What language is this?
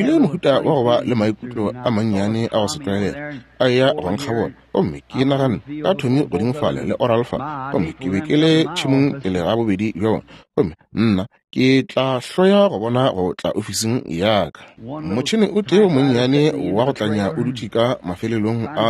Northern Sotho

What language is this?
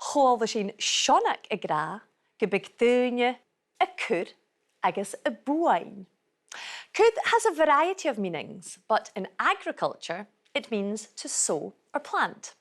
Scottish Gaelic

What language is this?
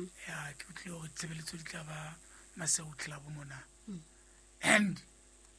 Southern Sotho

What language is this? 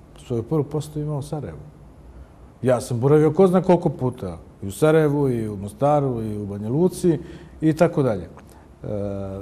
Bosnian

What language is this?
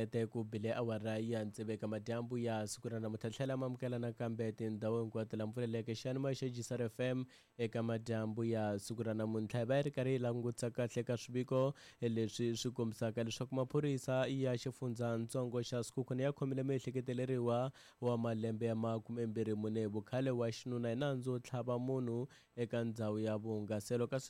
Tsonga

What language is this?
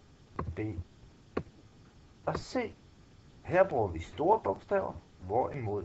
Danish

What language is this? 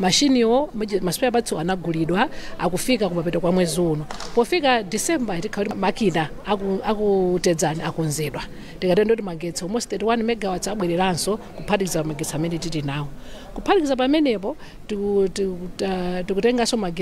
Nyanja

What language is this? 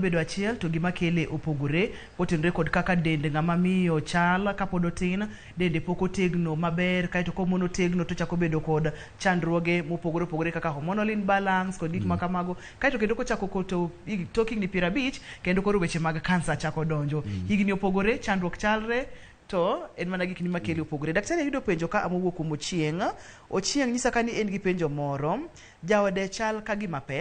Luo (Kenya and Tanzania)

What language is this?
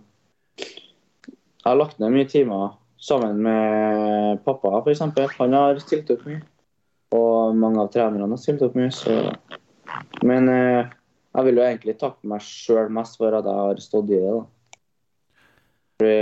Norwegian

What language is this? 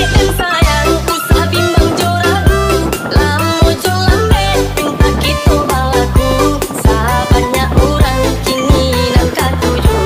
Minangkabau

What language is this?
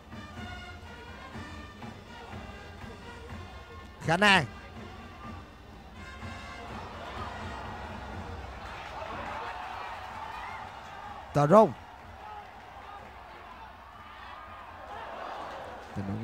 Vietnamese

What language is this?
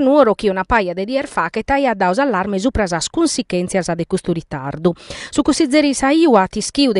Sardinian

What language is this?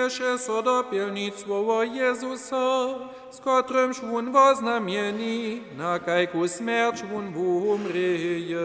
Upper Sorbian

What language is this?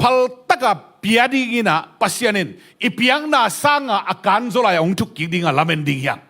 Tedim Chin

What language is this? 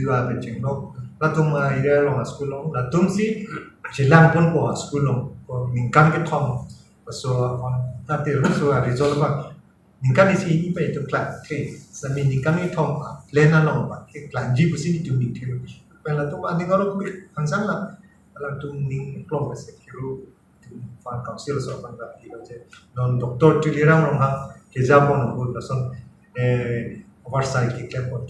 Karbi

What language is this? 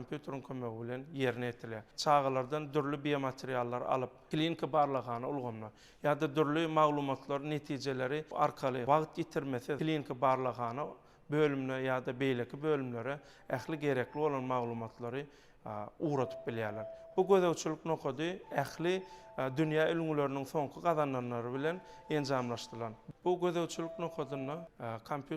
Turkmen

